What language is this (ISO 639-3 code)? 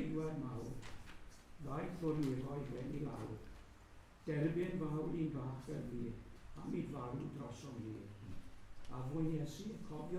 cym